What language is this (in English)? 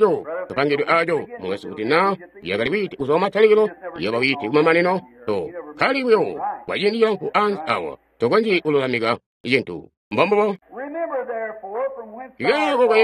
Tonga (Zambia)